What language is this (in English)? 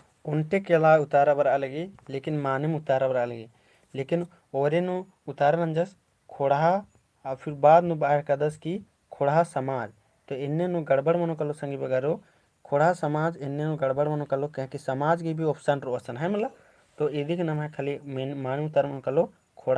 Kurukh